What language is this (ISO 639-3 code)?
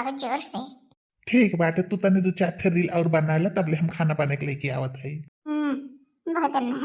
bho